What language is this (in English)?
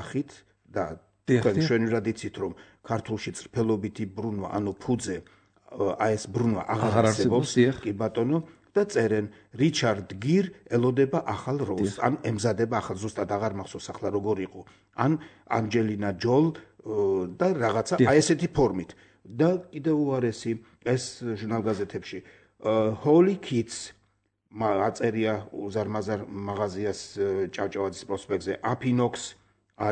Georgian